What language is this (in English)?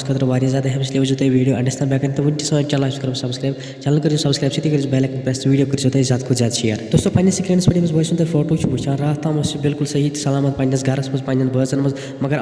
Kashmiri